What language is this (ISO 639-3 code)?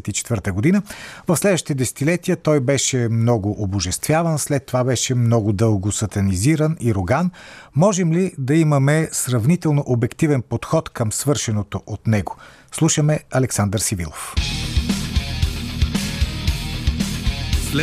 bul